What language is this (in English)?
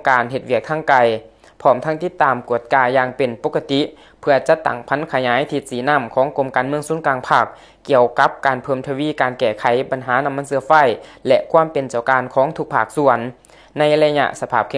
Lao